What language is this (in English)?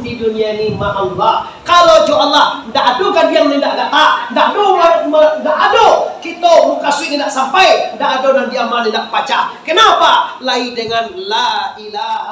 Minangkabau